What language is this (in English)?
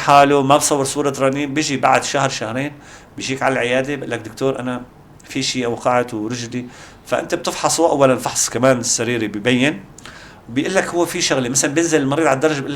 North Levantine Arabic